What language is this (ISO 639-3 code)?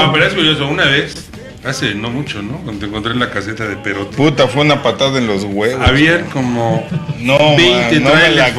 spa